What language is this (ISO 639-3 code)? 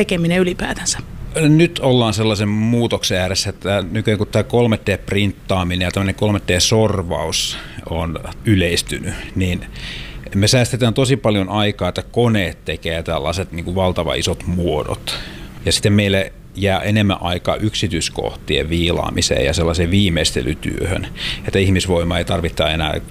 fin